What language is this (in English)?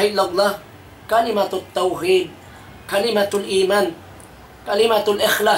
Tausug